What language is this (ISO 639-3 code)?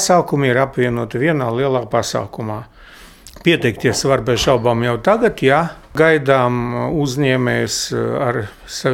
lav